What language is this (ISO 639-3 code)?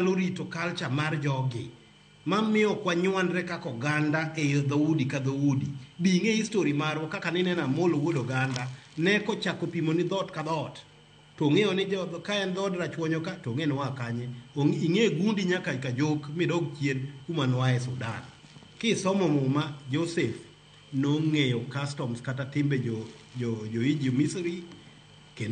luo